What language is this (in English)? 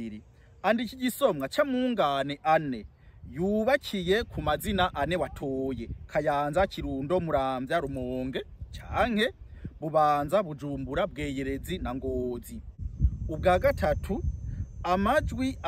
Rundi